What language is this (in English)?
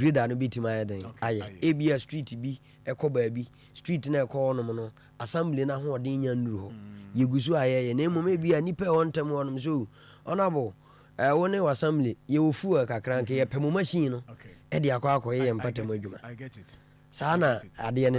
Akan